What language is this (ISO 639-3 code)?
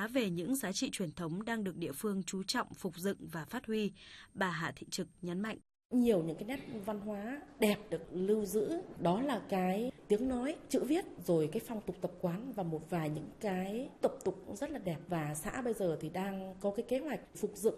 vie